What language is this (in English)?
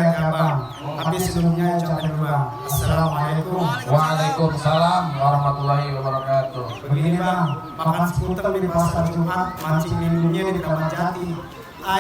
Betawi